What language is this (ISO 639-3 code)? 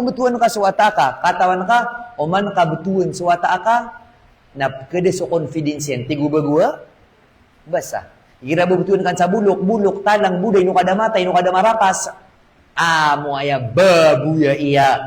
mrw